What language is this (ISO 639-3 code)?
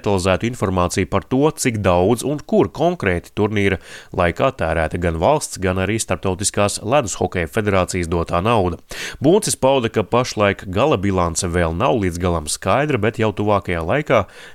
lav